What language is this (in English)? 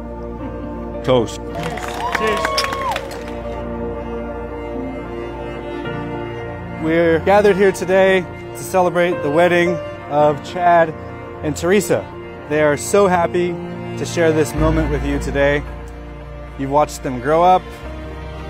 English